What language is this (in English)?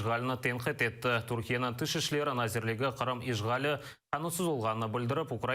Crimean Tatar